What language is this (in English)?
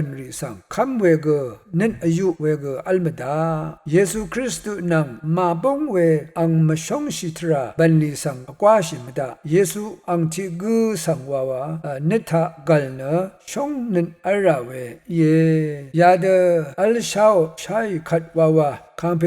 Rawang